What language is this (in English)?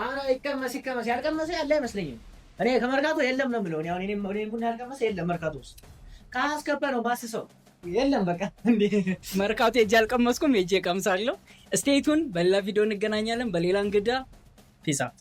Amharic